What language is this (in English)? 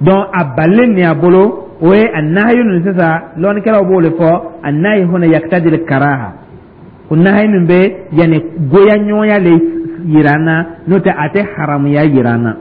Dyula